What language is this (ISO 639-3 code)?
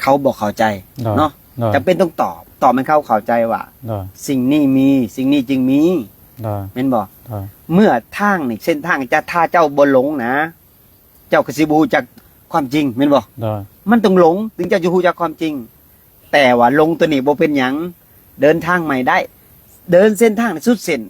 lao